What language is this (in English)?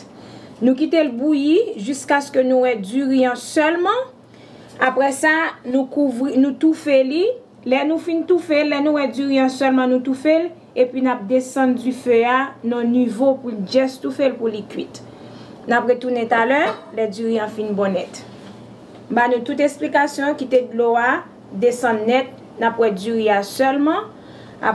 Haitian Creole